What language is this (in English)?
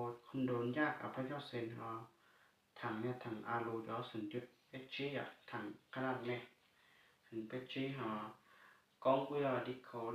Hmong